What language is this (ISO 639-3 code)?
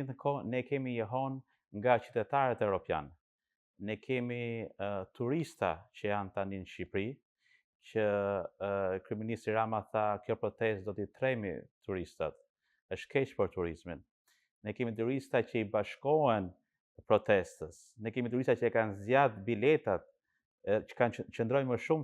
sqi